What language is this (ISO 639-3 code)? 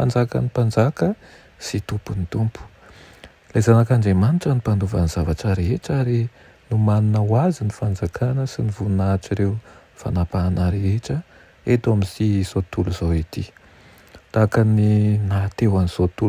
mlg